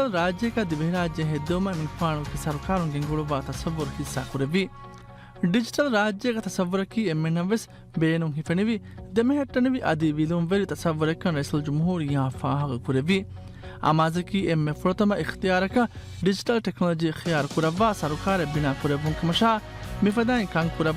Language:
Divehi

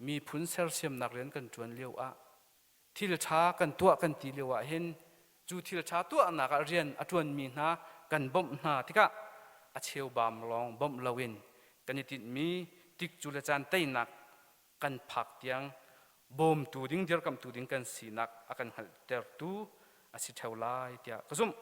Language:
Hakha Chin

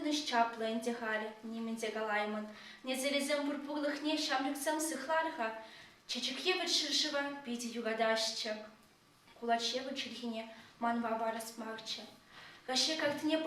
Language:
Chuvash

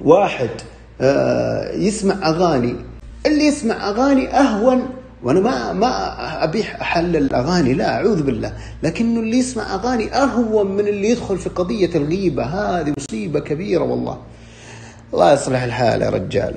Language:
Najdi Arabic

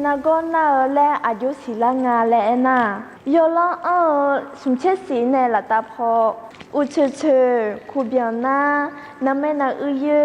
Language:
Akha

